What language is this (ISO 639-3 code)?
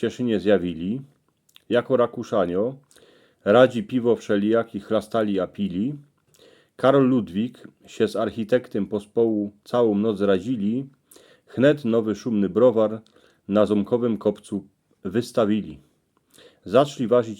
szl